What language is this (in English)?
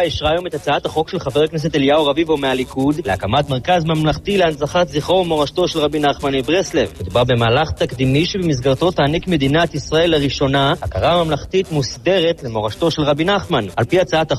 Hebrew